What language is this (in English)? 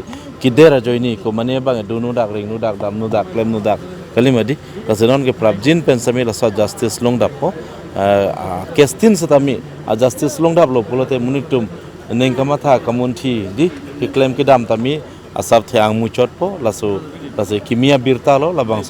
Karbi